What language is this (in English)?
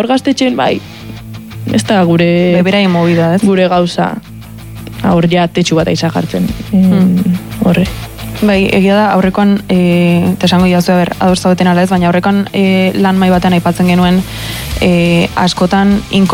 Basque